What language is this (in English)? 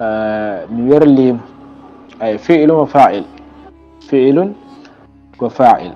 Fula